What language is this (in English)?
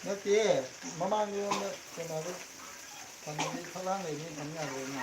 Manipuri